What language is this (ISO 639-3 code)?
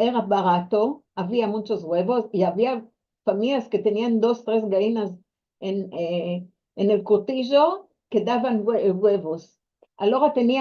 lad